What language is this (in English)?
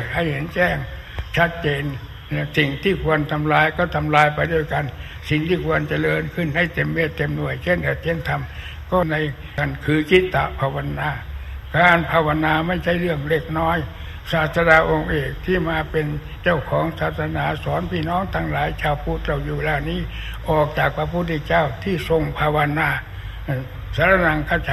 Thai